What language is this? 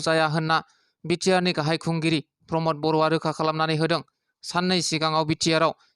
Bodo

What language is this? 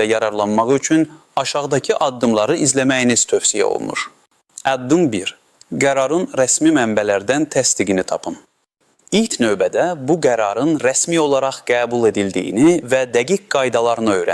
Azerbaijani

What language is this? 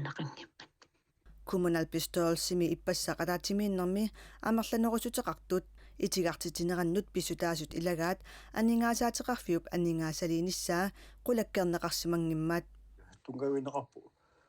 Kalaallisut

